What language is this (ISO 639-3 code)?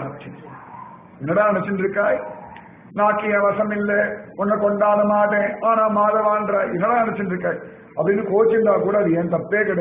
tam